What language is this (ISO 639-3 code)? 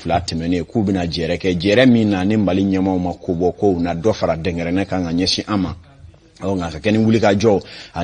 bam